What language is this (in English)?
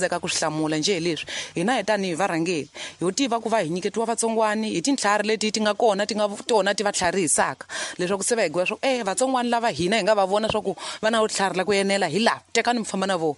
Tsonga